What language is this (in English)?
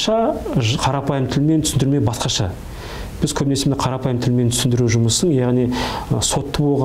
Kazakh